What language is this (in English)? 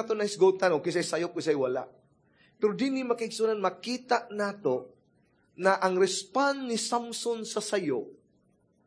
Cebuano